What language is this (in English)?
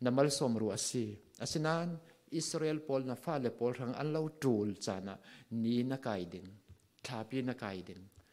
Falam Chin